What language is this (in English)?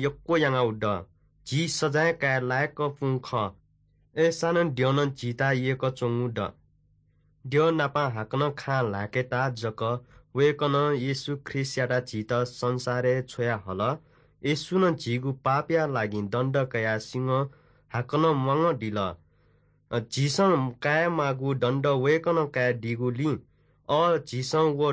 Newari